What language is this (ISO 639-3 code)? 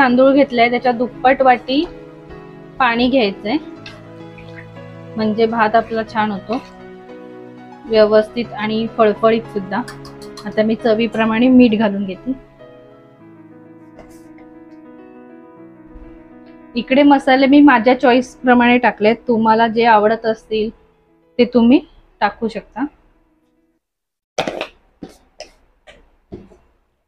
mar